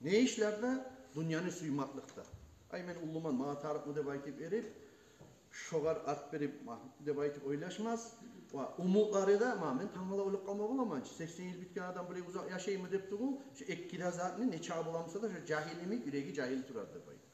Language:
Kumyk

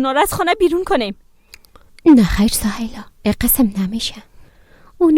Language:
Persian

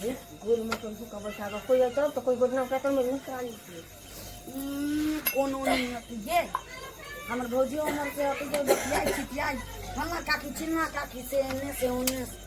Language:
Maithili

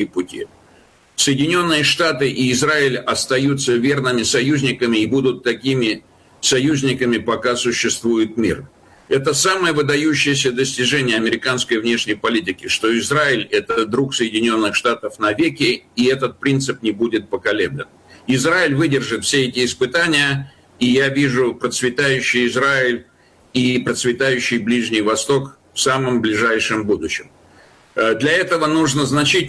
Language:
Russian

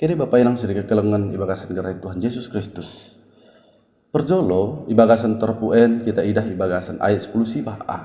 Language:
Batak Dairi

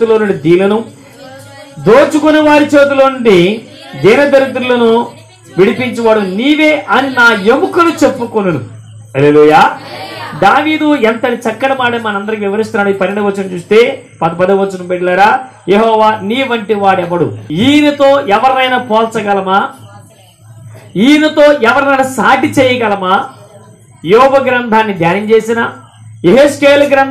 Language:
Telugu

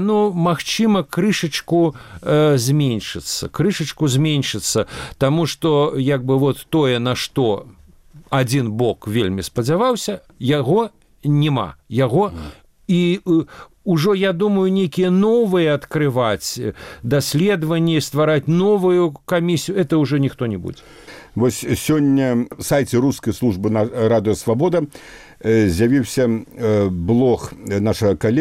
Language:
Belarusian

